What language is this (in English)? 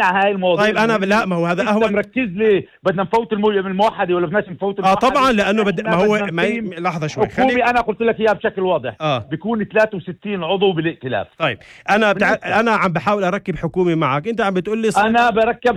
North Levantine Arabic